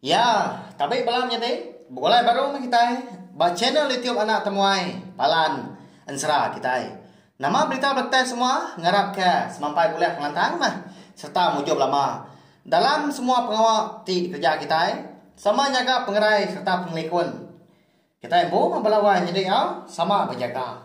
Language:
Iban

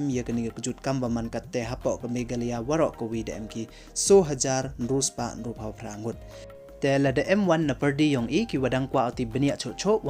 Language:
Pnar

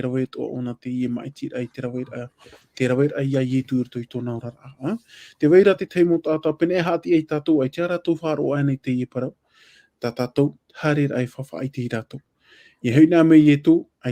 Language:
Tahitian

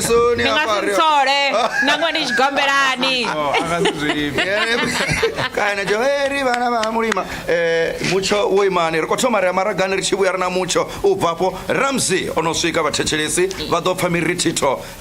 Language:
Venda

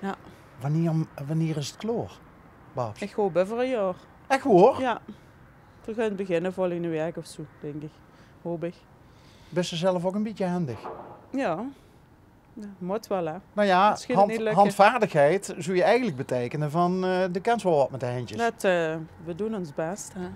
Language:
Limburgish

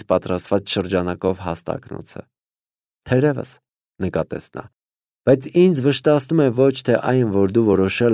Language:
Armenian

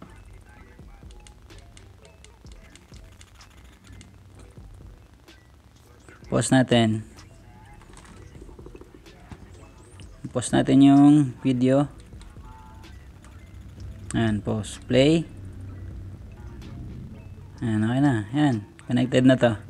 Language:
Filipino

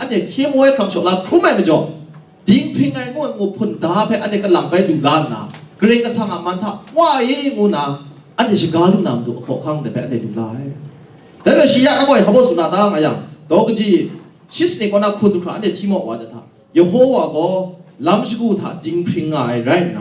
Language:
Kachin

